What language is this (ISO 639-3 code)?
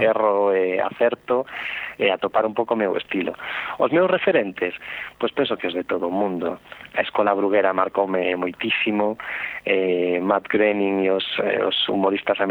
glg